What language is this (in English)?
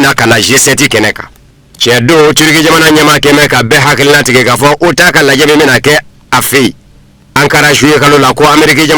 Bambara